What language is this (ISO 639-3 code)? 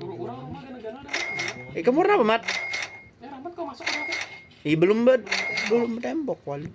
bjn